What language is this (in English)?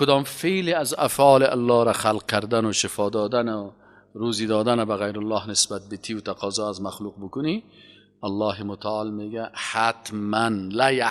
Persian